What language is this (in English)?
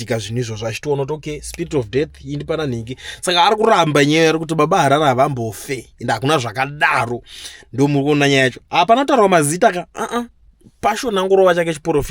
Shona